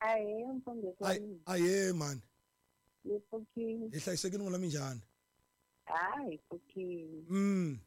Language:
Tsonga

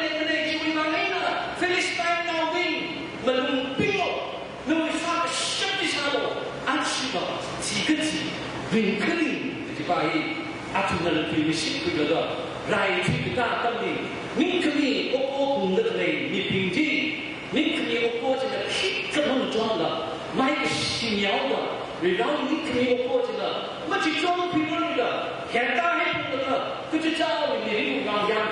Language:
Tangkhul Naga (India)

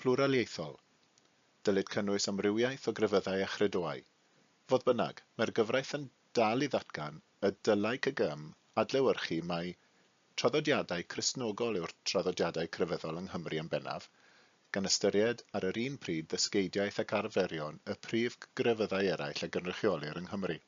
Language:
Welsh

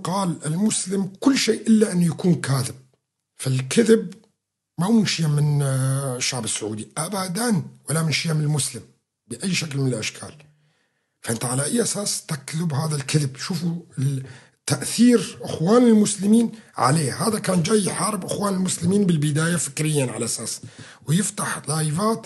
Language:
North Levantine Arabic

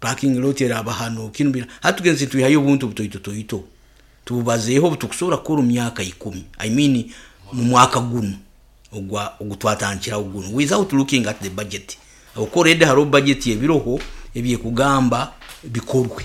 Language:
Nyoro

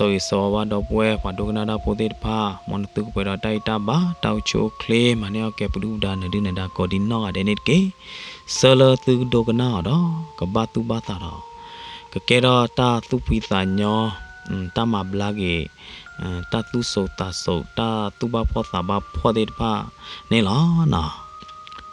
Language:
S'gaw Karen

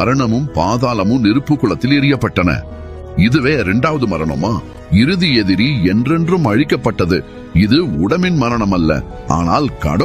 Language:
Tamil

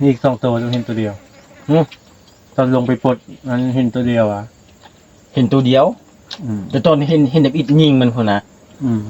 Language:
Northeastern Thai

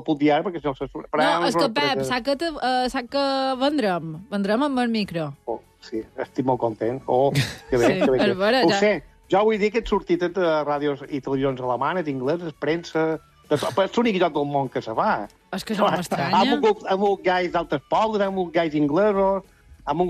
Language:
Catalan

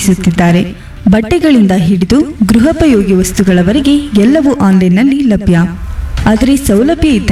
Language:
Kannada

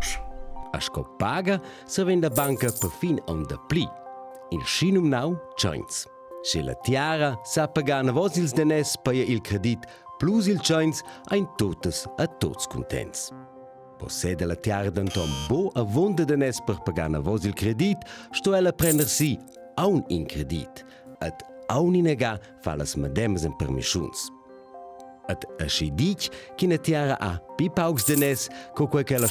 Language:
Romansh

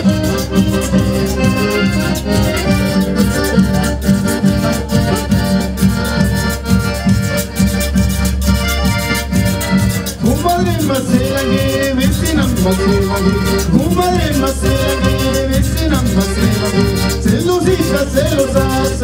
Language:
Spanish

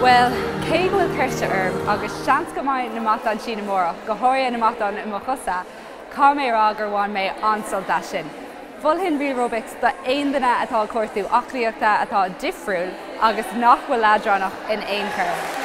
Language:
Irish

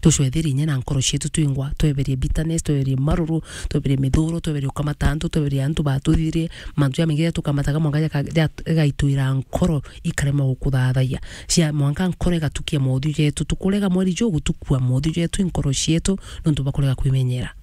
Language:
Meru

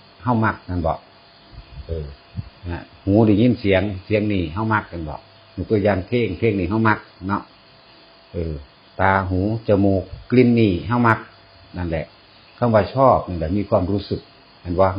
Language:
Northeastern Thai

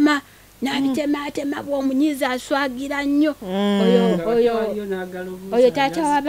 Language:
Ganda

